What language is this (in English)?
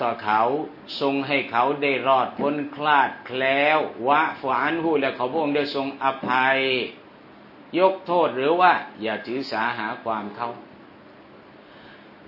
Thai